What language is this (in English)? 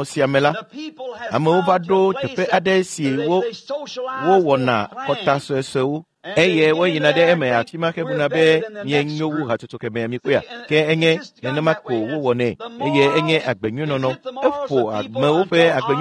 Ewe